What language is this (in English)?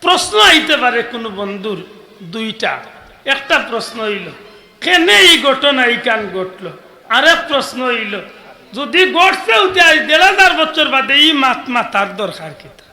Sylheti